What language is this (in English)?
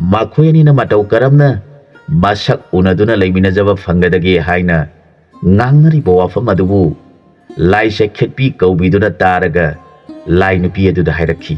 Manipuri